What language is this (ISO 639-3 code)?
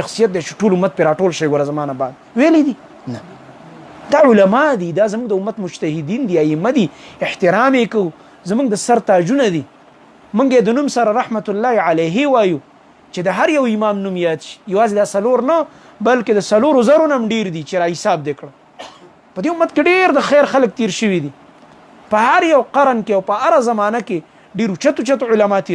pus